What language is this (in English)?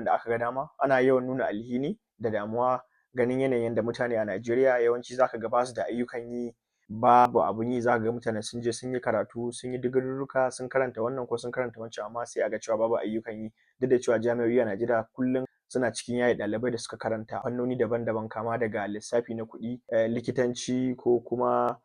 Hausa